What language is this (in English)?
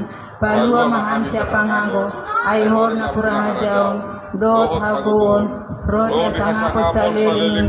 Batak Toba